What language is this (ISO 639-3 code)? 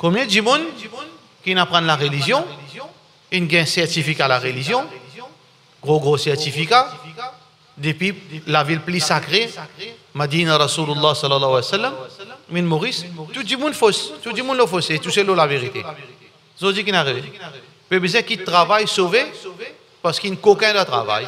mfe